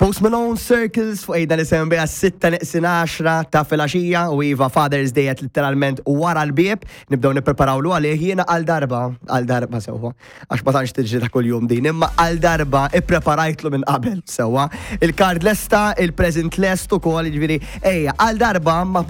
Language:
Maltese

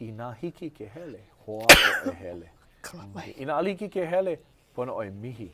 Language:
Hawaiian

